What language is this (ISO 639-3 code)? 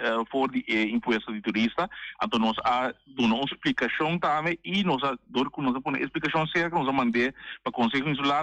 pap